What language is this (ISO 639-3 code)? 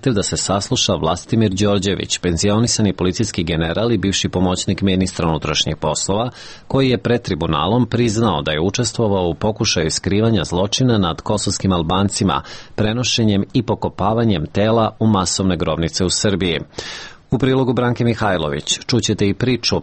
srp